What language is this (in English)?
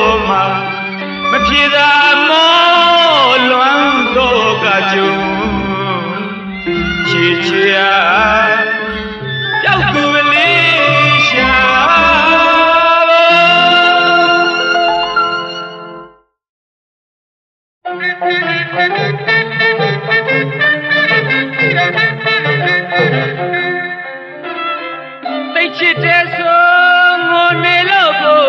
Burmese